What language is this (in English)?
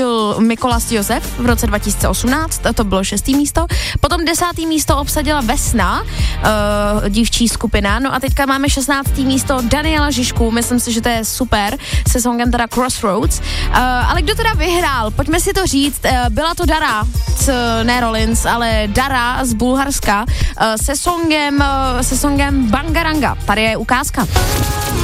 Czech